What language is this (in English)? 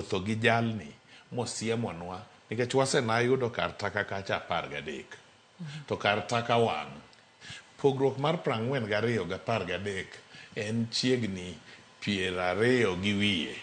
Luo (Kenya and Tanzania)